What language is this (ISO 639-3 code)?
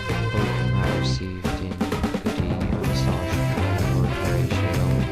gle